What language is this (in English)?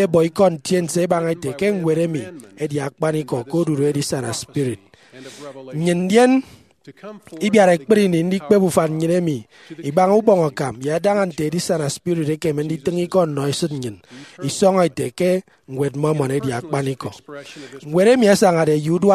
Efik